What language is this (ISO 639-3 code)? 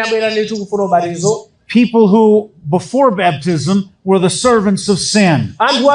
nya